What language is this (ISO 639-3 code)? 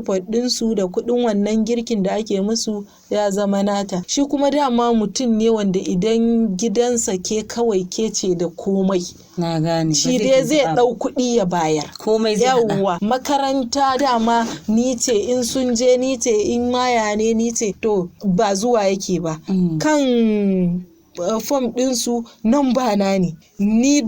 hau